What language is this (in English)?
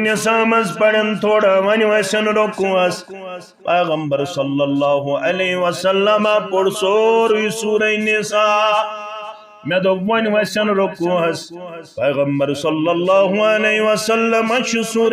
Kashmiri